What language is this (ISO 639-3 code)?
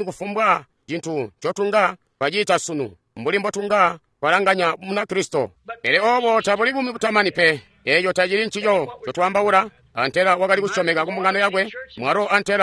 toi